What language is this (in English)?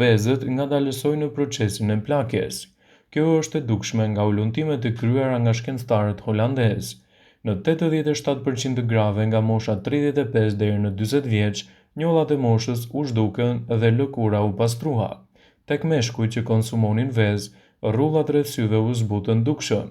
Albanian